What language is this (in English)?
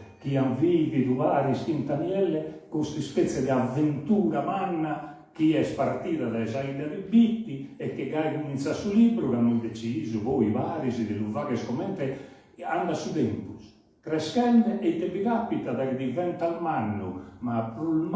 Sardinian